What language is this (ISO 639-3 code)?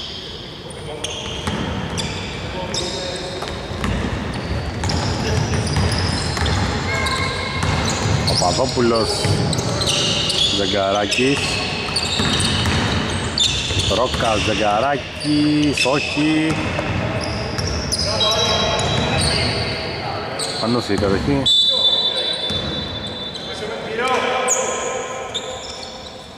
ell